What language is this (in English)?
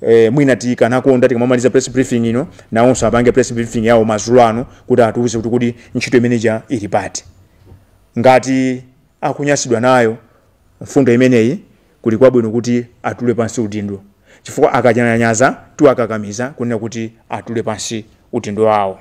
Nyanja